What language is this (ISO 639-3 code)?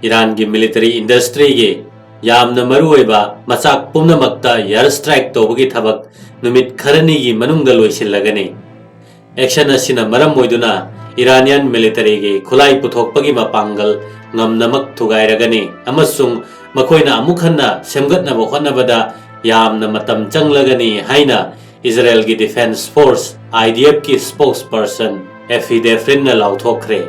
mni